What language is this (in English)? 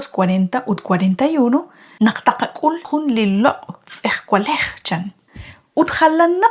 Kekchí